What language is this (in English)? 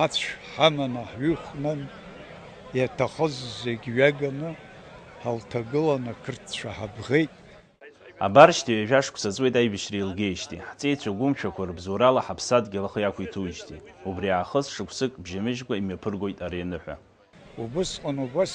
Abkhazian